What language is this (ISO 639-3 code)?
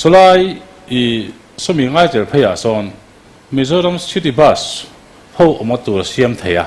lus